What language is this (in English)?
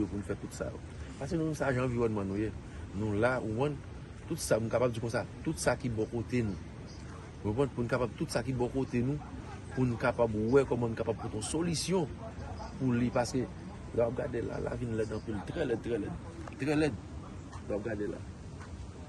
Haitian Creole